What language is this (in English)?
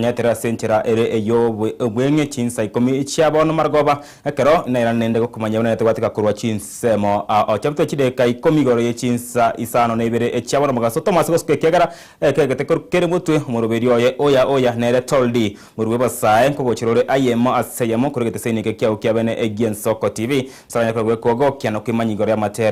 Gusii